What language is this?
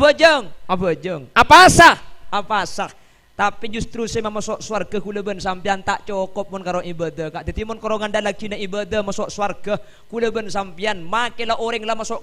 Madurese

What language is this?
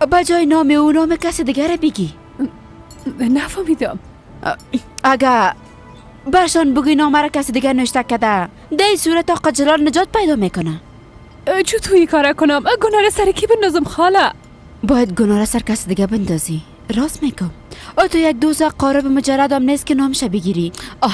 Persian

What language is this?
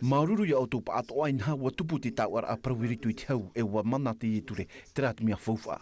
Tahitian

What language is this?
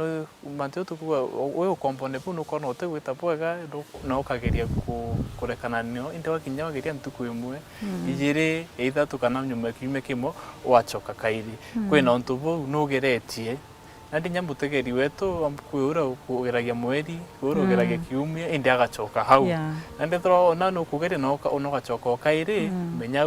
Meru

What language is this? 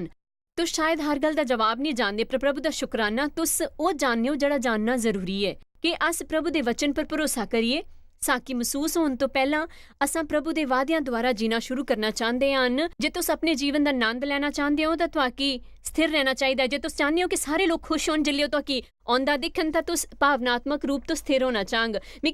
Dogri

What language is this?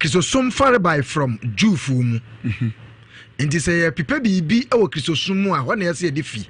Akan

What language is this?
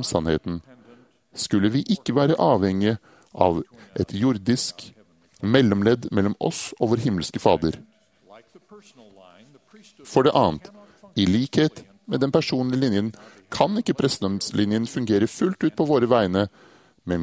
Norwegian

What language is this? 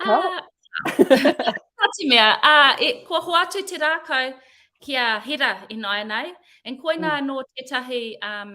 Māori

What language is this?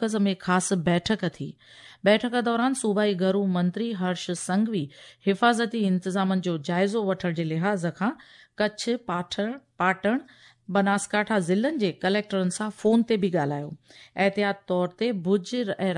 Sindhi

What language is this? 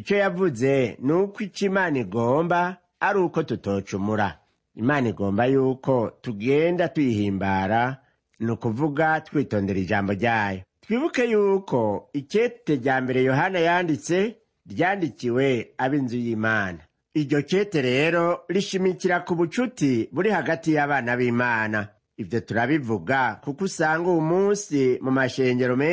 Rundi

